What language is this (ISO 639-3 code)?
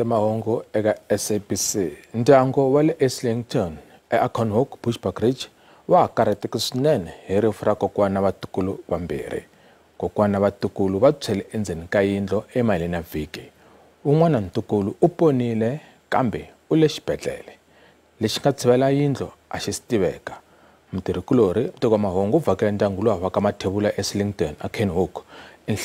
tso